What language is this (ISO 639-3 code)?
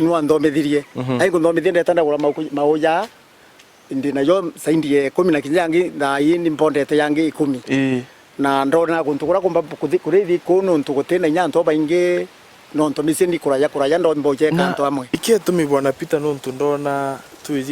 mer